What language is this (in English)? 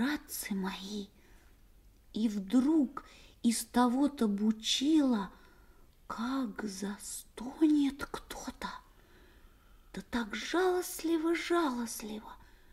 Russian